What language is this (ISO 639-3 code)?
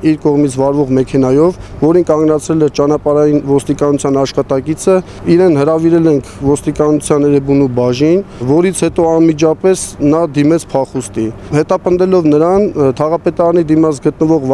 hye